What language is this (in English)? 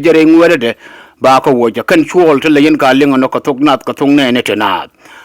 Nuer